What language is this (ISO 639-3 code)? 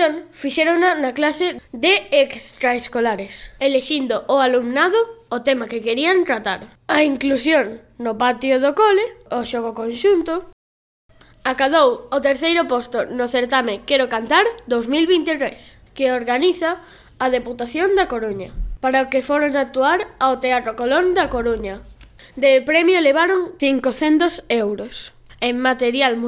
glg